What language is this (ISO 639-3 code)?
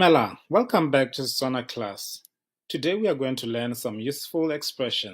tsn